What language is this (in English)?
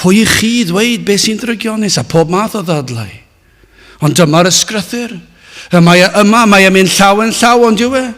Welsh